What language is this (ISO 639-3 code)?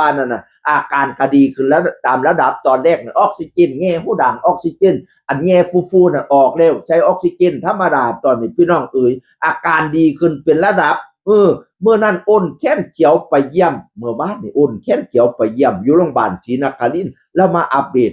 tts